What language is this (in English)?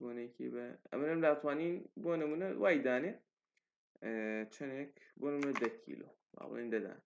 Central Kurdish